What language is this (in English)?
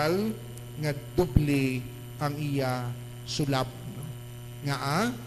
Hiligaynon